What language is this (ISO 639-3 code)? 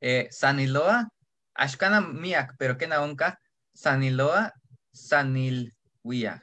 nhe